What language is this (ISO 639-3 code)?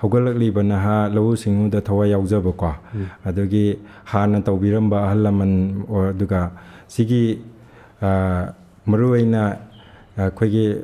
mni